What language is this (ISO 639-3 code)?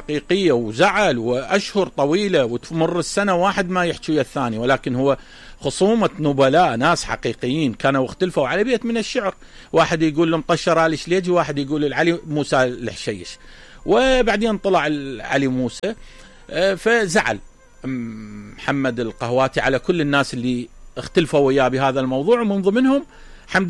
acm